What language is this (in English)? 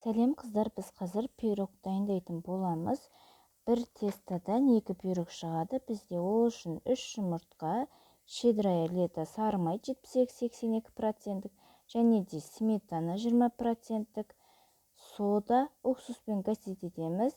Kazakh